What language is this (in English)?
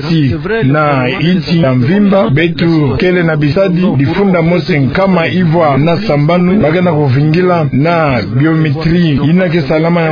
Kituba (Democratic Republic of Congo)